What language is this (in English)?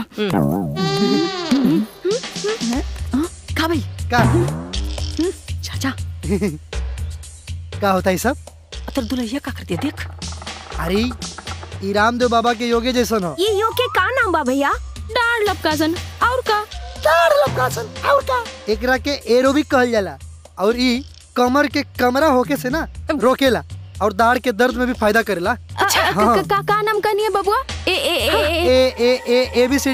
Bhojpuri